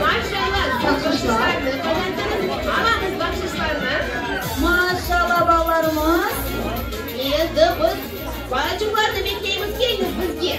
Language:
Crimean Tatar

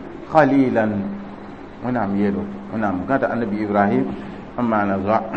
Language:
Mossi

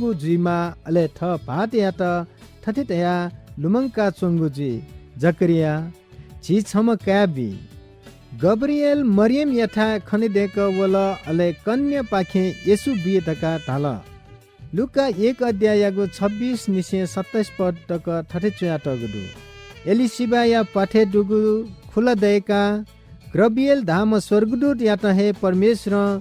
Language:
Newari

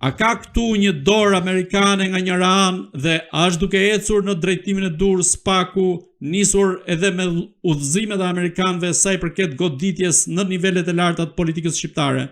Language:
Albanian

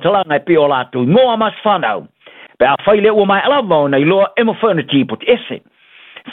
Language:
Samoan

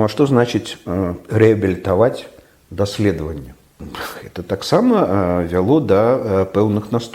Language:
Belarusian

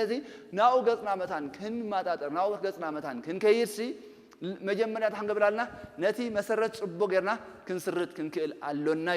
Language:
Tigrinya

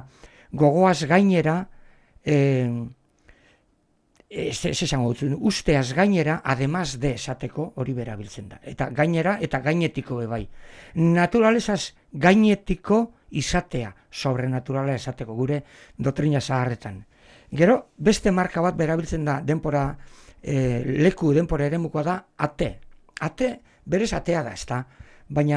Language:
Basque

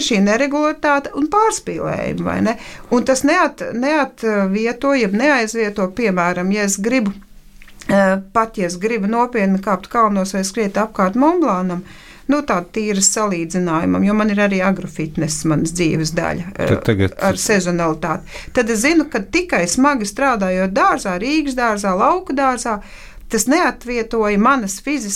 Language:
Latvian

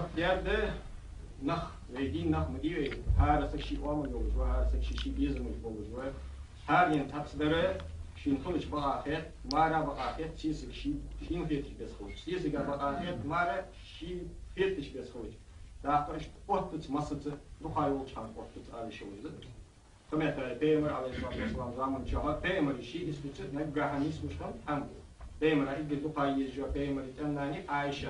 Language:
Ingush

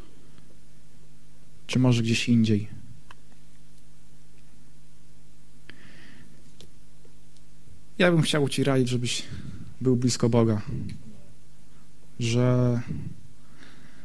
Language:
Polish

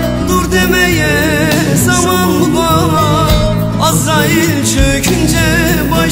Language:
Turkish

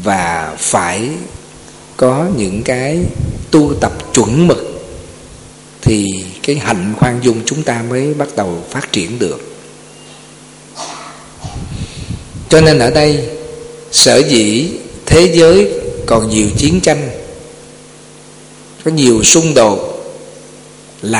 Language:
Vietnamese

